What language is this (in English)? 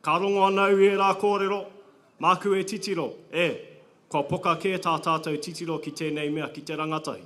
Māori